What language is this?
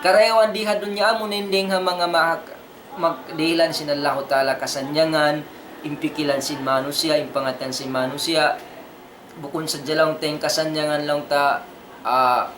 Tausug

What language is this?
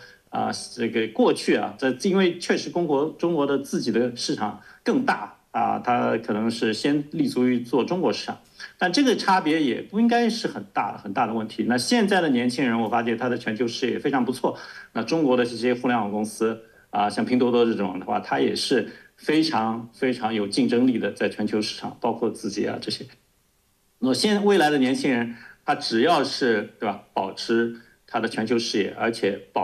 Chinese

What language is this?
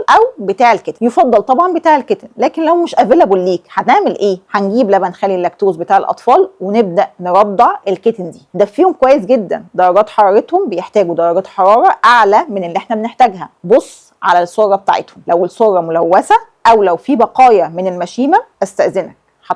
Egyptian Arabic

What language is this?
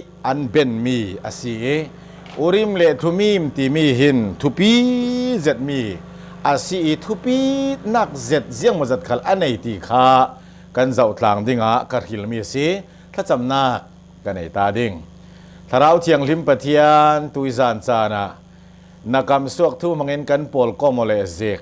Hakha Chin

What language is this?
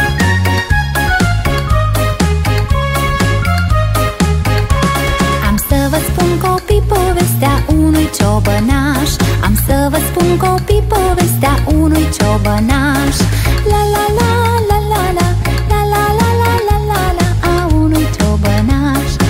Romanian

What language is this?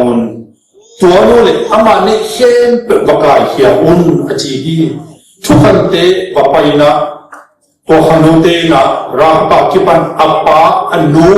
Tedim Chin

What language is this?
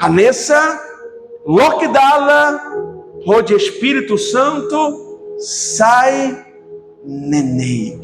Tetum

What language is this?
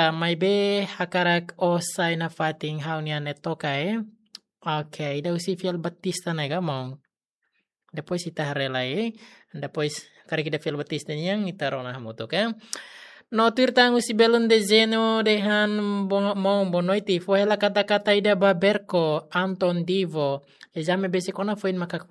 Tetum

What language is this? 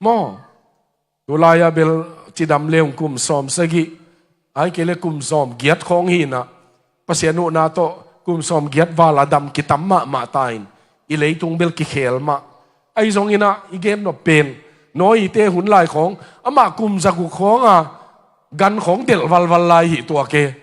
Tedim Chin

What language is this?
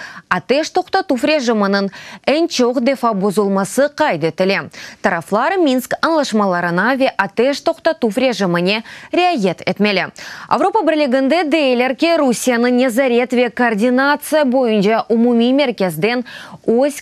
Crimean Tatar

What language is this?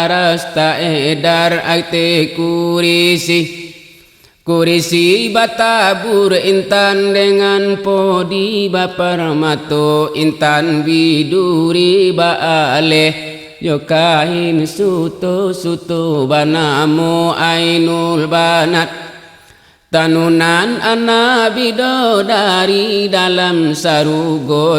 Minangkabau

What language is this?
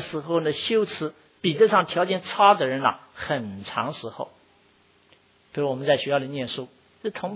Chinese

